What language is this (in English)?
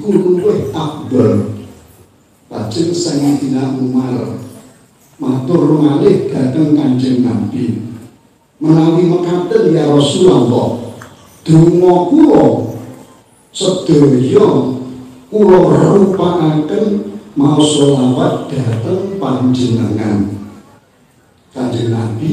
Javanese